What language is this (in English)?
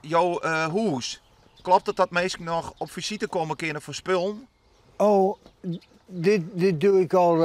Western Frisian